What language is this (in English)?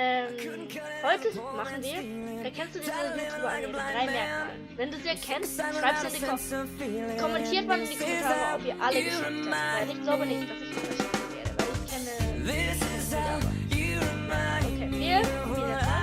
Swiss German